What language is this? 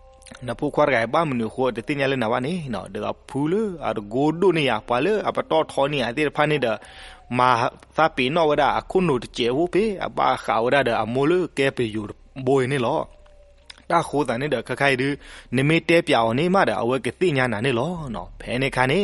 S'gaw Karen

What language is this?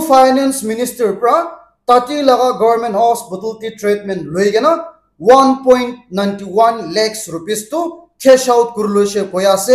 Naga Pidgin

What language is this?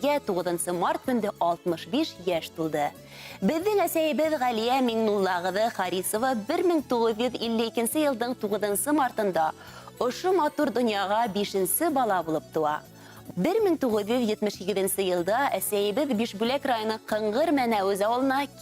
Bashkir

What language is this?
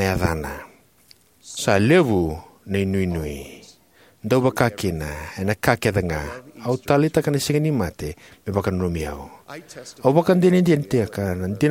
Fijian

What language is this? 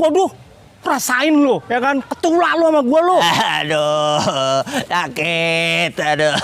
Betawi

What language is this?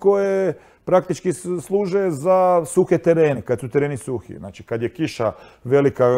Croatian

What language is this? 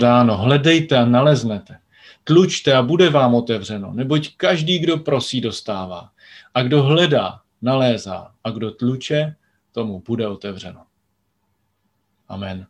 Czech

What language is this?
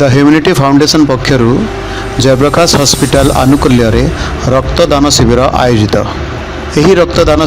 Odia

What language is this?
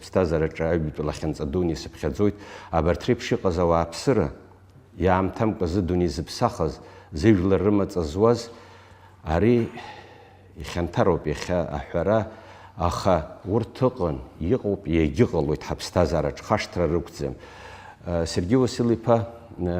Abkhazian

